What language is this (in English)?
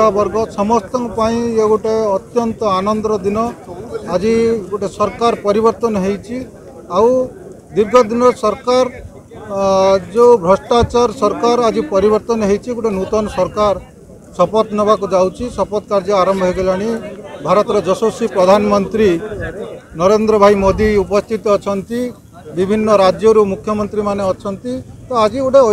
Odia